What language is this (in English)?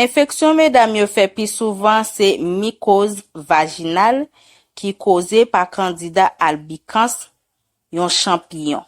Haitian Creole